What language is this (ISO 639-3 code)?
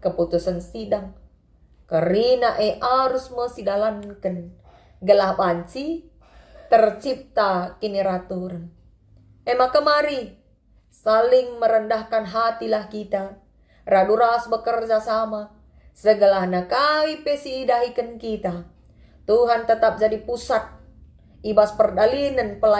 btx